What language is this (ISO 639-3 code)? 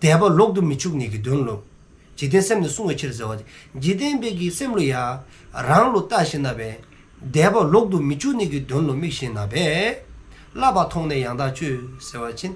dzo